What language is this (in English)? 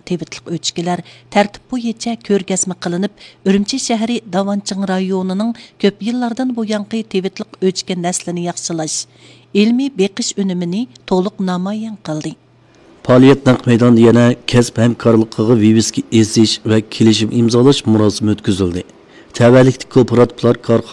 Uyghur